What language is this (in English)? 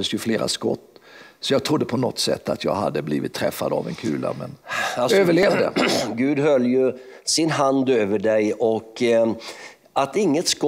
Swedish